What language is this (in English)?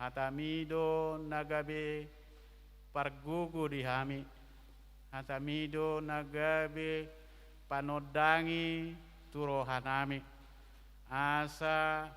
Batak Toba